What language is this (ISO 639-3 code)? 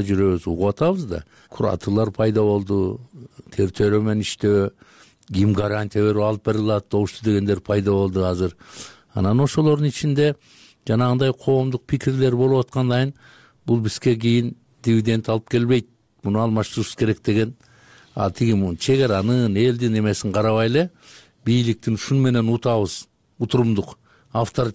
kir